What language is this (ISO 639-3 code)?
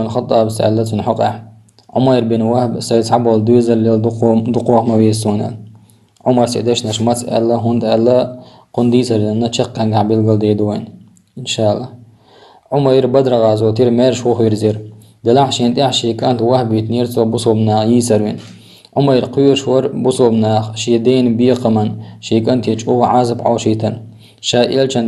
che